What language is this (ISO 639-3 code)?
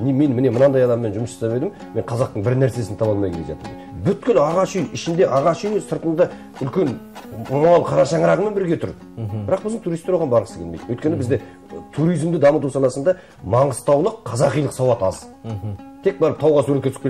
kaz